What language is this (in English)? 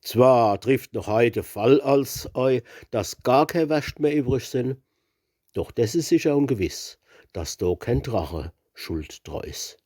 Palatine German